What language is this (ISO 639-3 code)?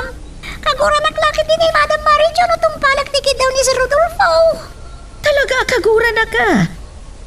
ilo